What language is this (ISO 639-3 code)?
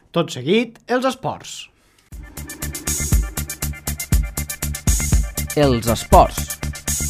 cat